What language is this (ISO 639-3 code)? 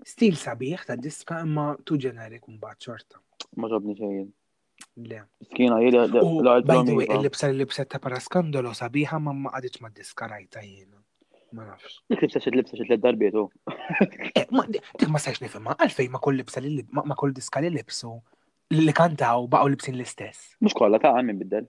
mlt